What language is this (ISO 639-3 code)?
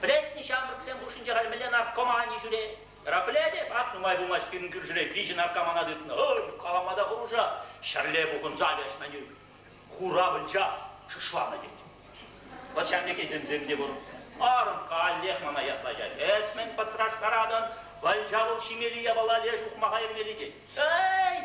chv